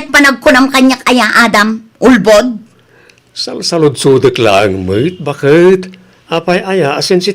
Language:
Iloko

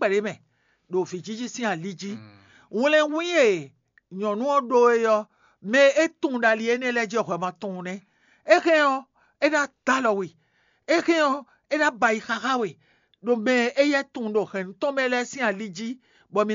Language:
Fon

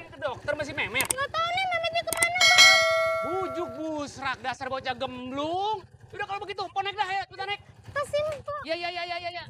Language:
Betawi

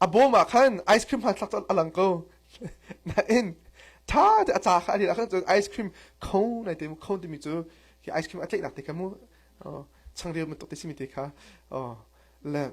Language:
Hakha Chin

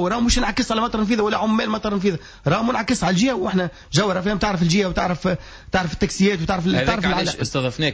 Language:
Tunisian Arabic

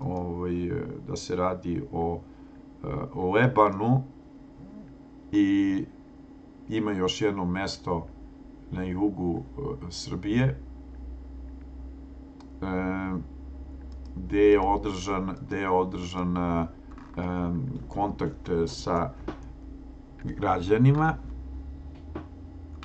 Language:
Serbian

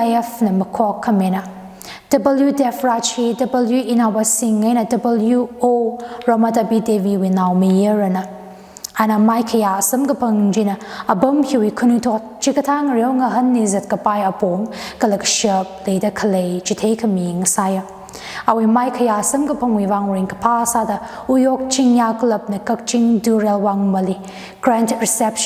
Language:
Tangkhul Naga (India)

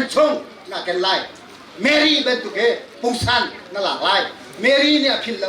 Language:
Hakha Chin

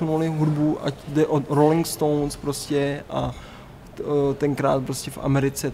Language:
Czech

